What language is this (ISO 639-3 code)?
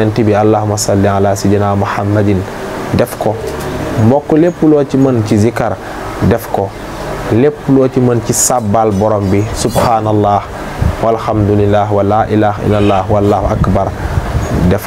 wol